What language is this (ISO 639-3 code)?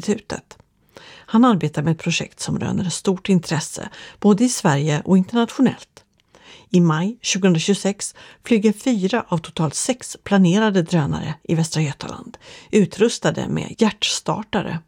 swe